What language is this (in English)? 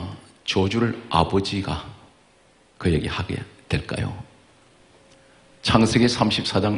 Korean